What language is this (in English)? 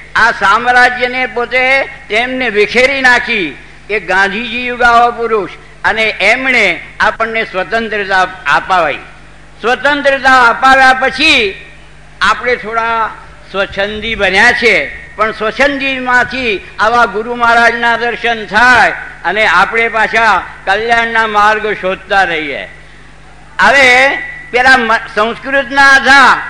Gujarati